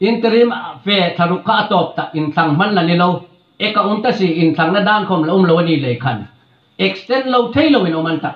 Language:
Hmar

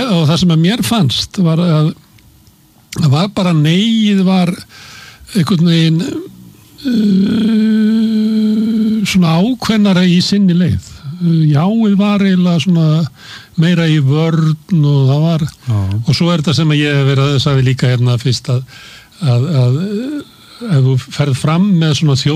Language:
Icelandic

